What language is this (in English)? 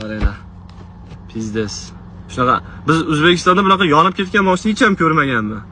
Uzbek